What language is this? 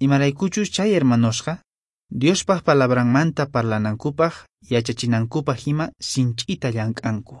Quechua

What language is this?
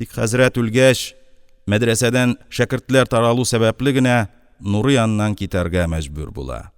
Tatar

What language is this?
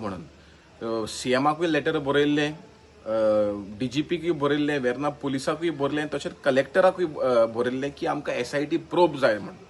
Konkani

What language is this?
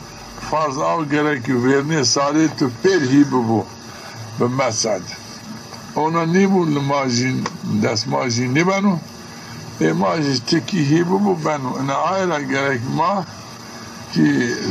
Zaza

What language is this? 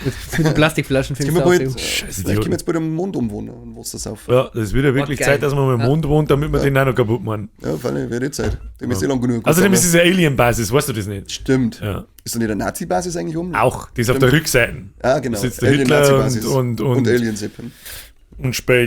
Bavarian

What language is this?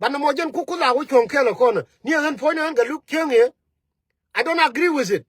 Nuer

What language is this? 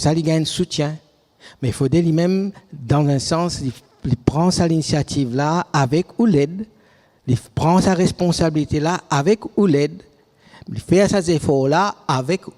Morisyen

